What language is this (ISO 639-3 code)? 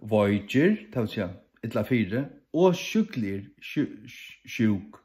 fao